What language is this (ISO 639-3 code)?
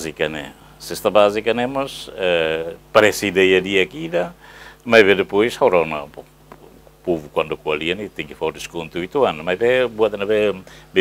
tet